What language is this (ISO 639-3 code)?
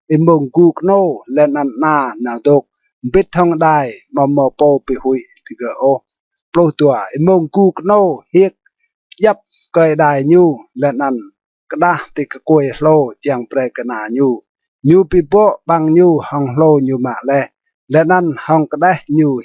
rad